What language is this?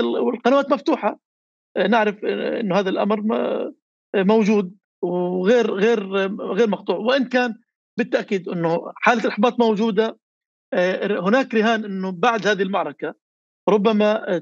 North Levantine Arabic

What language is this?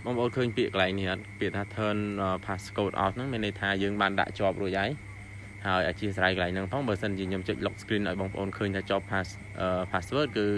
Khmer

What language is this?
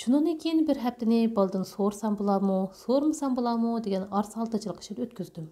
Uyghur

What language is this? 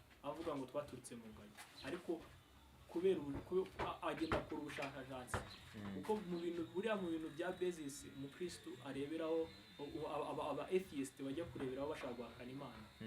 Kinyarwanda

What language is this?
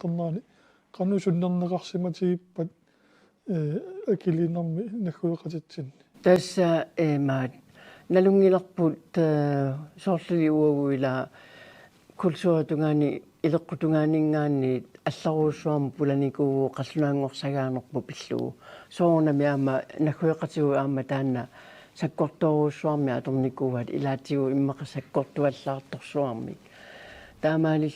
Kalaallisut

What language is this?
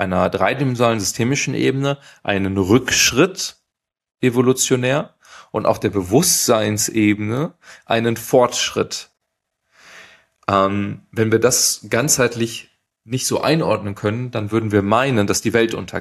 German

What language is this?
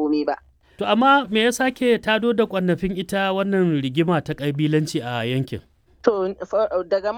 Hausa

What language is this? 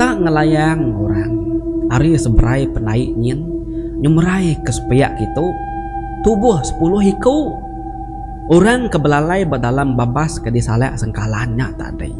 Iban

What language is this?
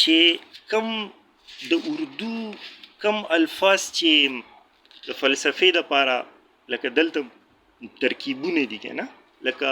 Pashto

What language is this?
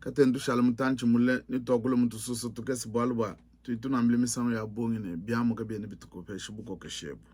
Luba-Lulua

